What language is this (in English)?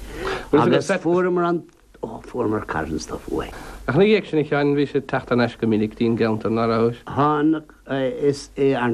Irish